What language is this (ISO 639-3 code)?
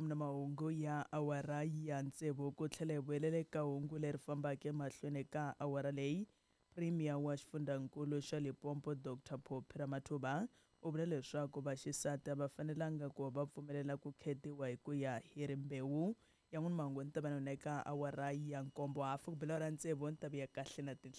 tso